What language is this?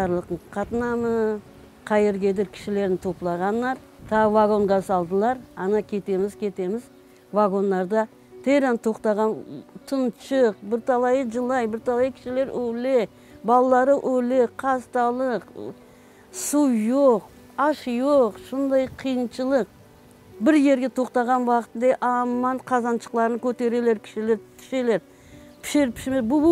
Crimean Tatar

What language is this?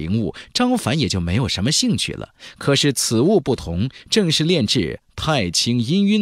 Chinese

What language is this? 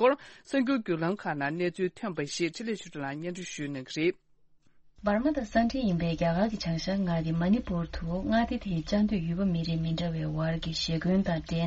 Tibetan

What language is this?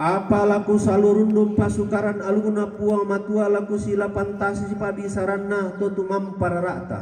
Toraja-Sa'dan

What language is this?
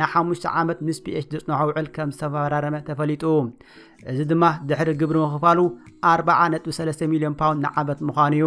Tigrinya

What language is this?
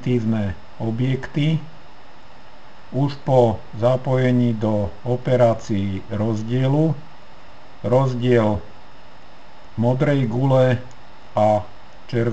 Slovak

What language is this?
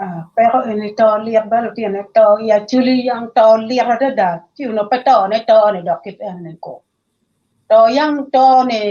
Acoli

